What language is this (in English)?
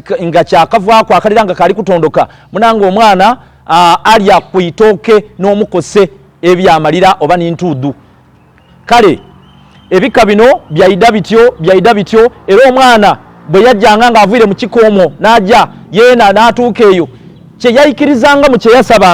Soga